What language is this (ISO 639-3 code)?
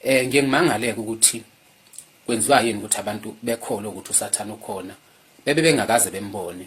zul